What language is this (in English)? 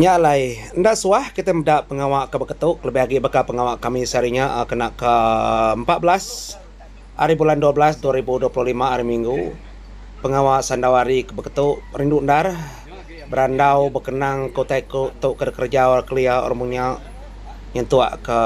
Iban